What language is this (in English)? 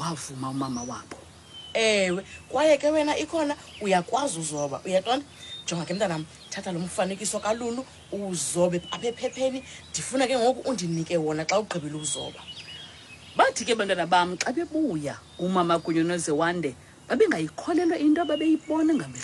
Xhosa